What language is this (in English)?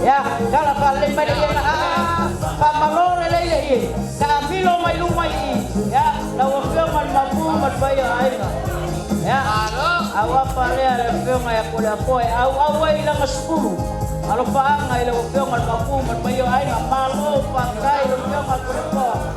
Samoan